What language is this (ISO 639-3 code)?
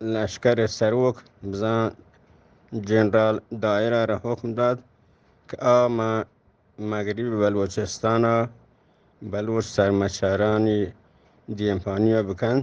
bgp